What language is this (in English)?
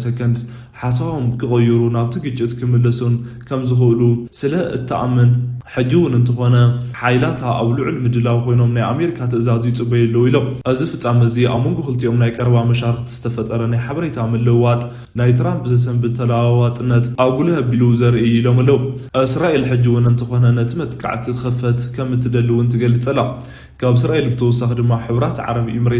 Tigrinya